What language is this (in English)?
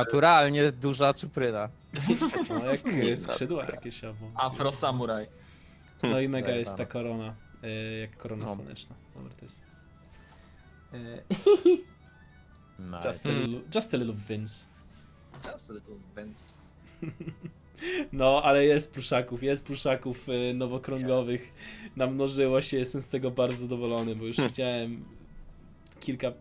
Polish